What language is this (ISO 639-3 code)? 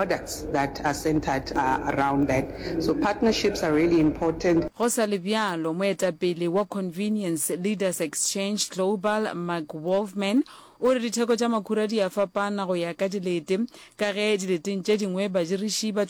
nso